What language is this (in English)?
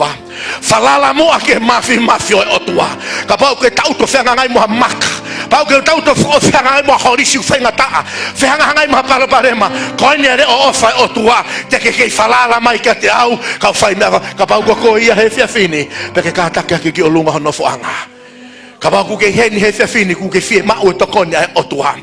Tongan